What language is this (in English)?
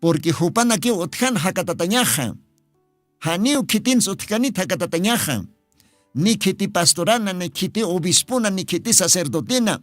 Aymara